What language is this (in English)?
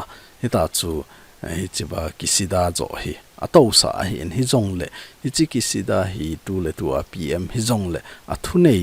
Thado Chin